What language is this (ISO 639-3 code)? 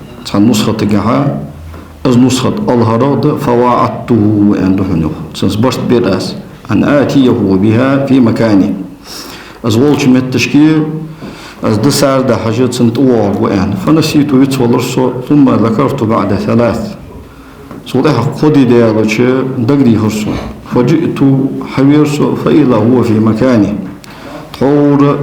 inh